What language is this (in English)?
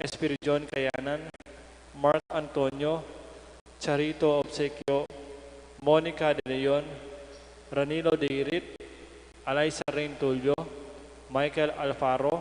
Pampanga